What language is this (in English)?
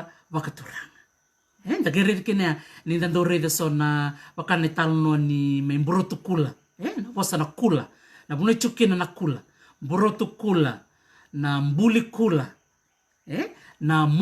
Fijian